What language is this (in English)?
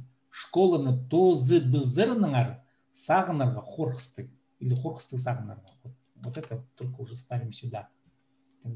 Khakas